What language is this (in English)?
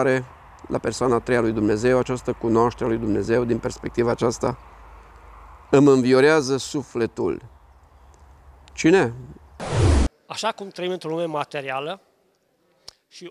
Romanian